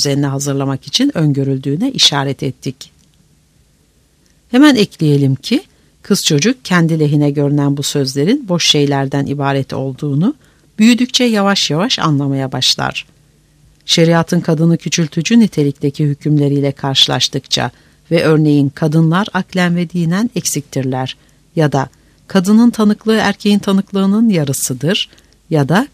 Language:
Turkish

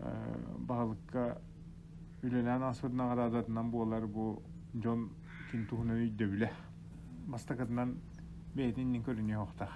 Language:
Yakut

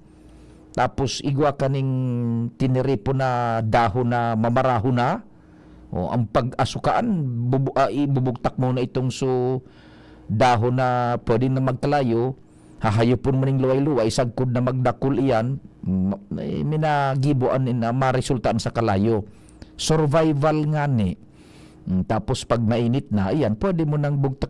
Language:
Bikol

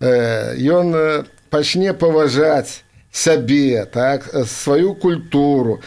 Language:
Belarusian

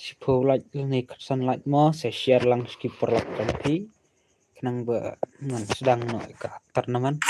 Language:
Khasi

